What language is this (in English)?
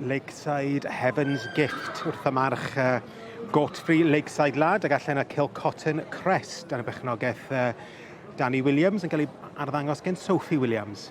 Welsh